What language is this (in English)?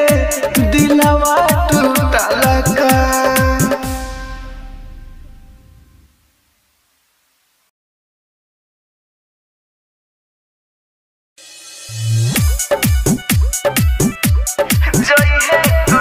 Bhojpuri